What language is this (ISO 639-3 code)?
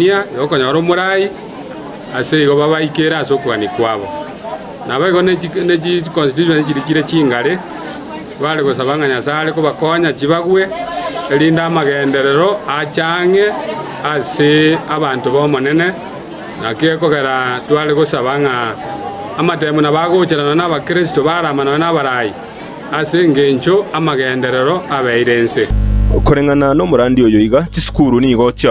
guz